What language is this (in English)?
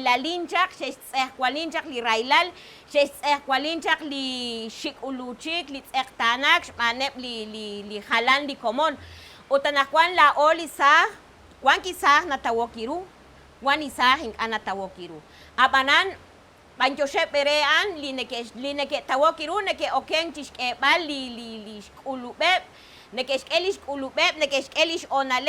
Kekchí